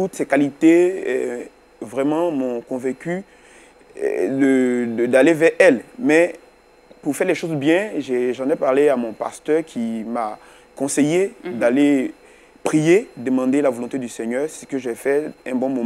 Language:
French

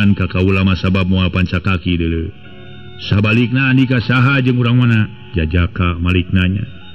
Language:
Sundanese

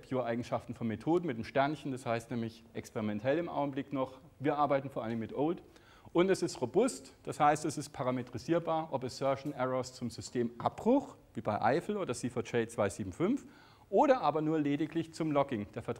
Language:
German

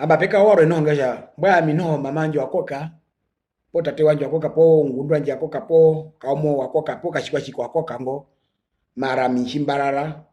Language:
Herero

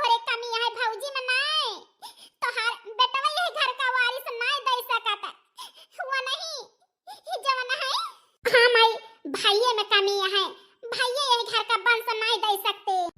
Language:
Awadhi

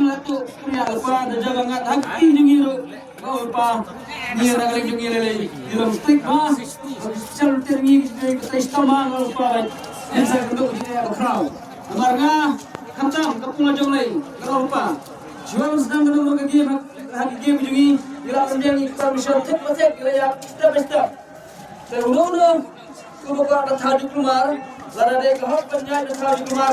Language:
Khasi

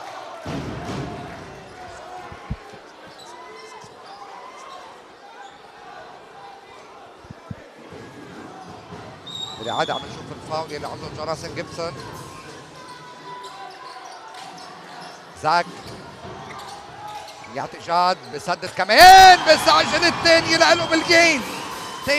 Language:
North Levantine Arabic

